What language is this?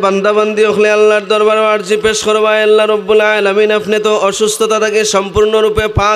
Sylheti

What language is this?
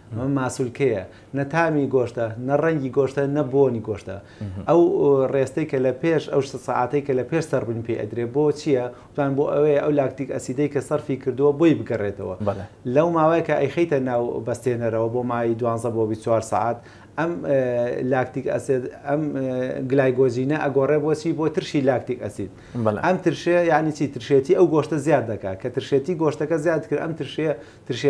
Central Kurdish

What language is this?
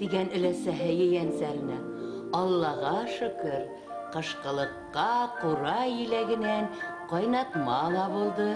Bashkir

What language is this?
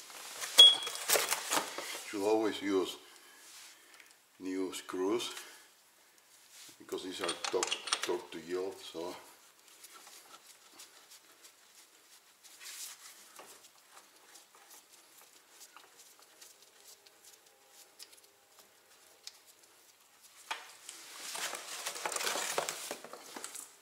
English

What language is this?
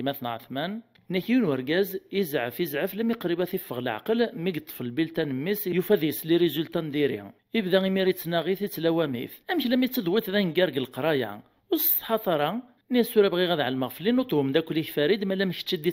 Kabyle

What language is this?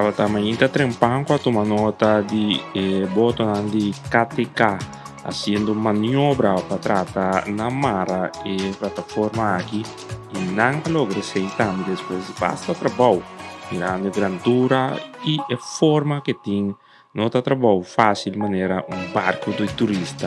Papiamento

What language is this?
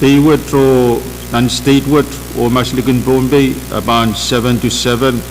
Pohnpeian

